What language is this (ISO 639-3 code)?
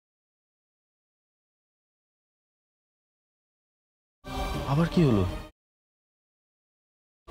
ben